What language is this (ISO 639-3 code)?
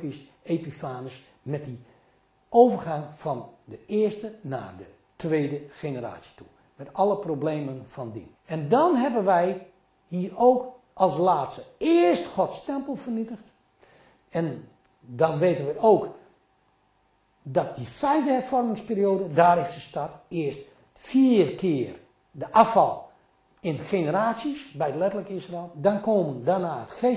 nld